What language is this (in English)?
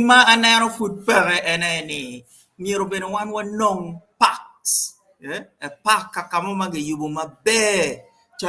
Acoli